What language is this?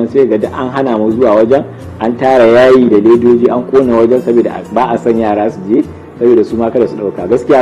Hausa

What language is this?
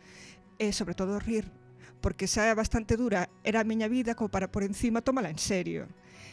Galician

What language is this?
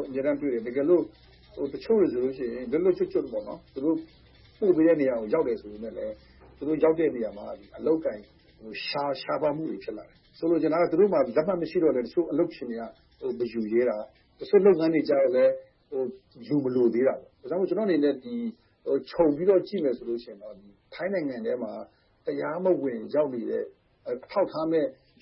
Burmese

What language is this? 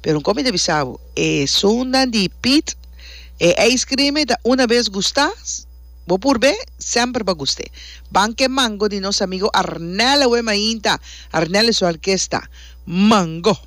Papiamento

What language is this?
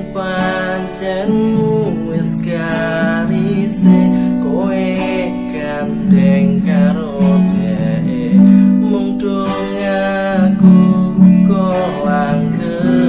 Javanese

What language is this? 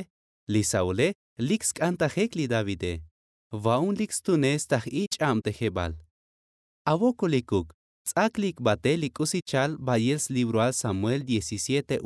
Tzotzil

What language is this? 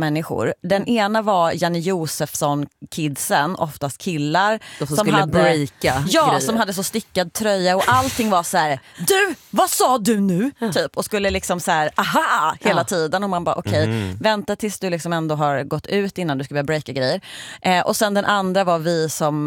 Swedish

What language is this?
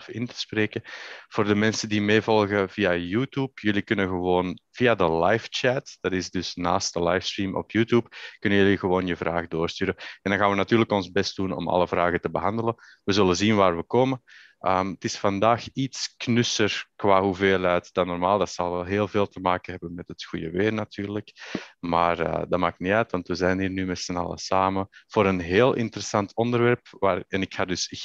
Dutch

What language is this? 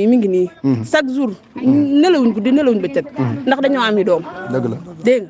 Wolof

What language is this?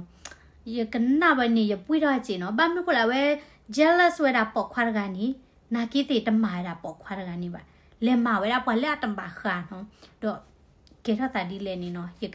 S'gaw Karen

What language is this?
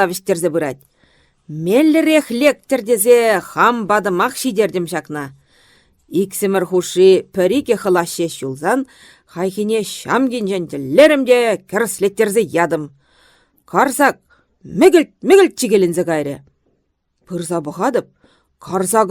Chuvash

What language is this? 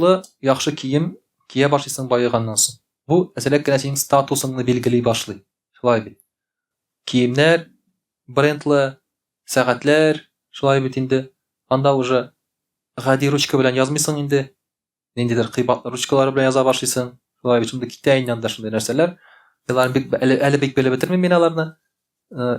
Tatar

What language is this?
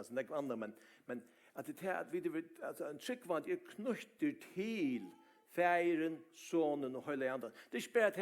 Faroese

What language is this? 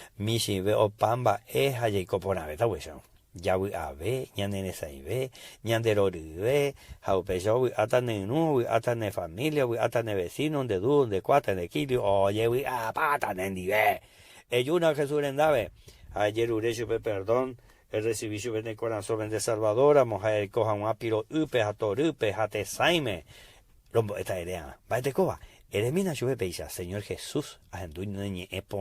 Guarani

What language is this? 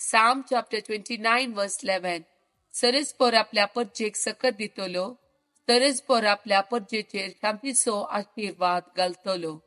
Konkani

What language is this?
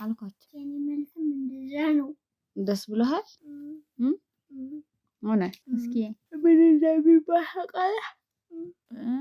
Amharic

